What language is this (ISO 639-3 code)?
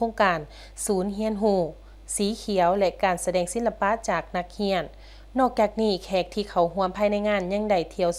lao